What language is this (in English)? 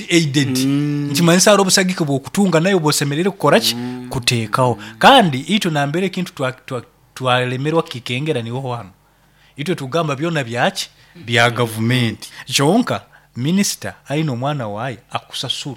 Nyankole